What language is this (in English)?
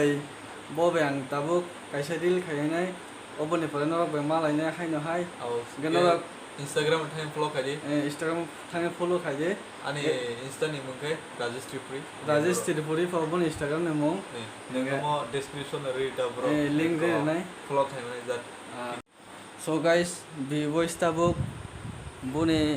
Kok Borok